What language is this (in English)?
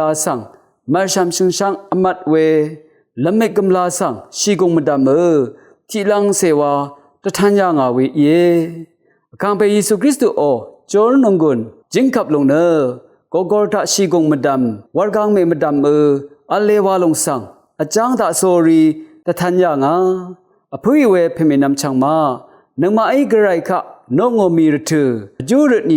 Rawang